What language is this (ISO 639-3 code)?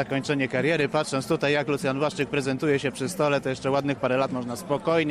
pol